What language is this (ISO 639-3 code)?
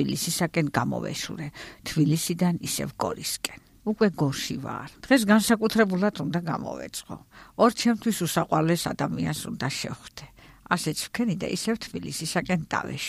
kat